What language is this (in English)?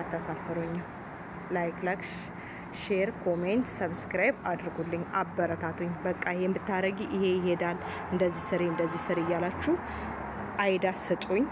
Amharic